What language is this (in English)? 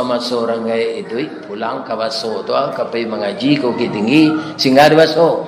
Minangkabau